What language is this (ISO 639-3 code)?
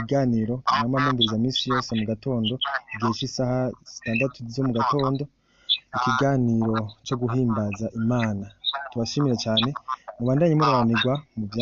run